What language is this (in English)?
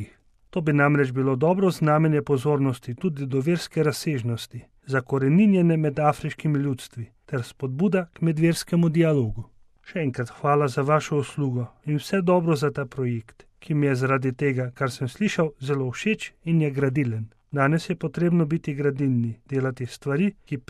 Slovenian